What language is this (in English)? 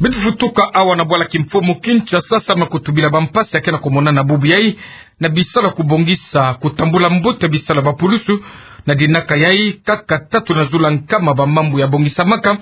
Kituba (Democratic Republic of Congo)